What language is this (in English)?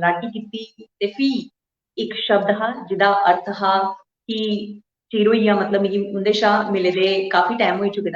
Dogri